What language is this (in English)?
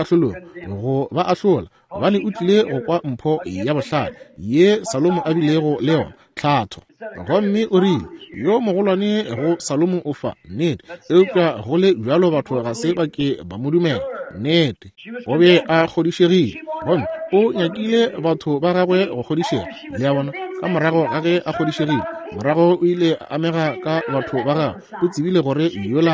Northern Sotho